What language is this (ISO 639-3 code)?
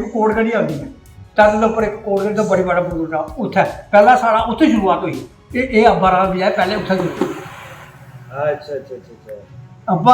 doi